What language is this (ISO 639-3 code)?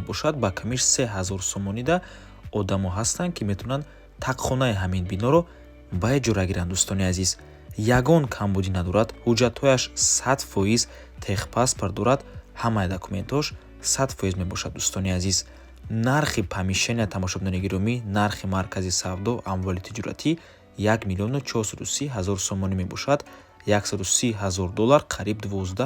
tgk